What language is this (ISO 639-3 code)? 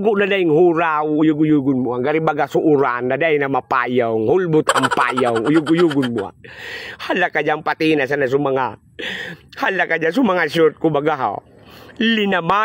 bik